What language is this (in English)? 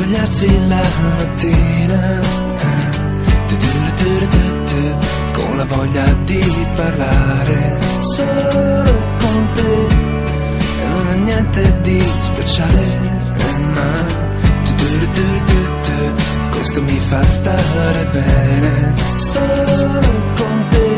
Italian